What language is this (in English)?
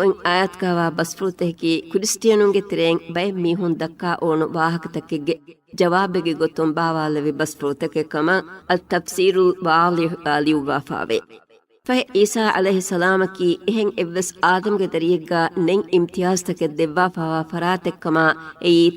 Divehi